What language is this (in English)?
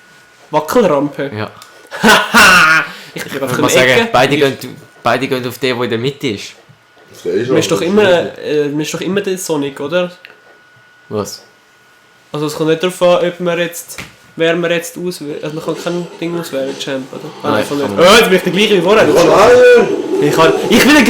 Swiss German